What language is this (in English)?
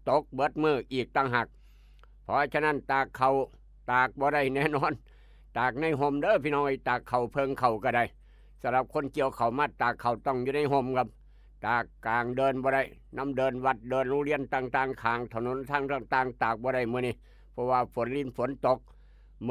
Northeastern Thai